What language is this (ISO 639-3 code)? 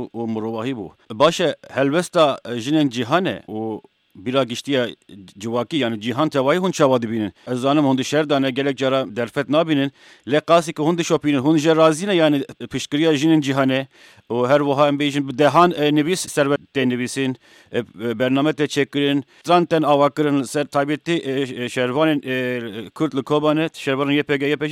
kur